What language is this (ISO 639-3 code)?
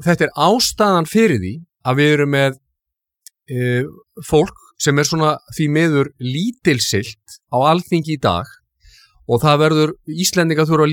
isl